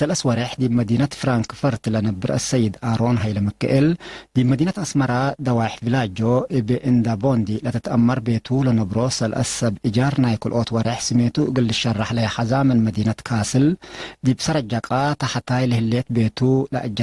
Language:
Tigre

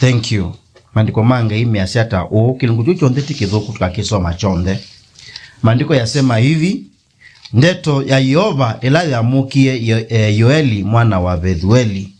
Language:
Kamba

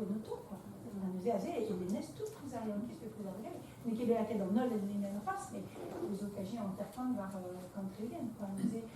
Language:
Breton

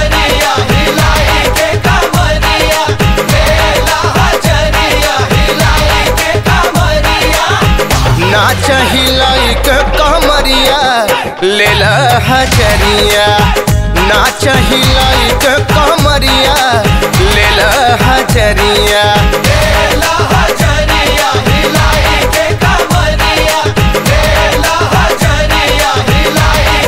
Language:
Bhojpuri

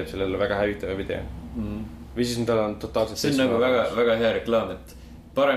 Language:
Estonian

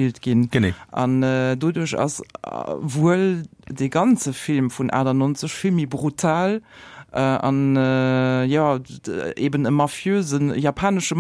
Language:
Luxembourgish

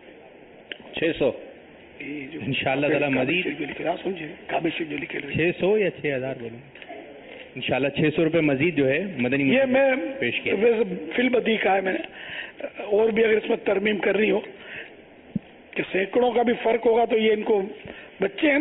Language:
Urdu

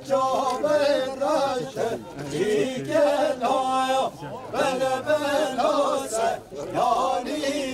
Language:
Kurdish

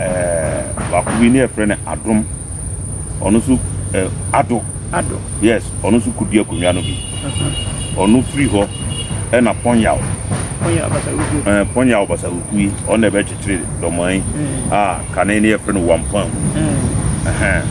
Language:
Akan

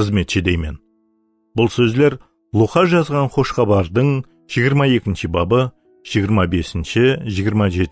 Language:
Kara-Kalpak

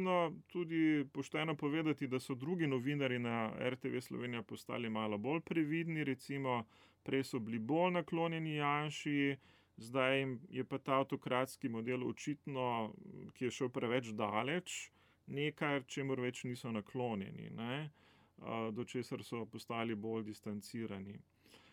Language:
Slovenian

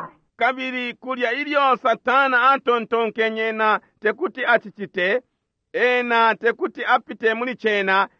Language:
Bemba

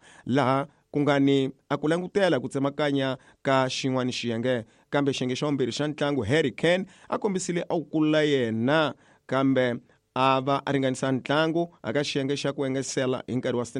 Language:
Tsonga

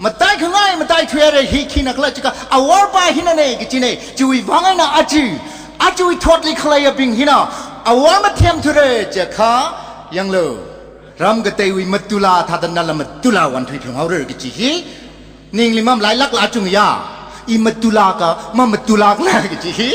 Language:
Tangkhul Naga (India)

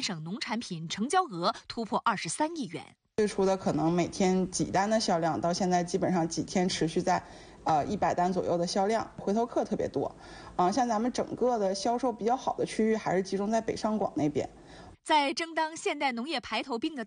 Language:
Chinese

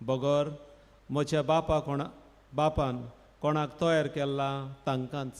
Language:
Konkani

